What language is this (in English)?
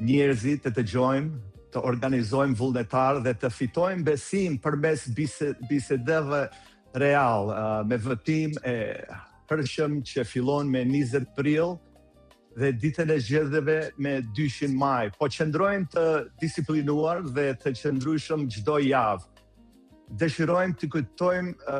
Albanian